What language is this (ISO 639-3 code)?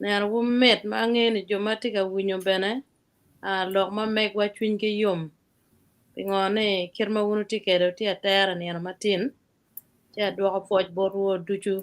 ach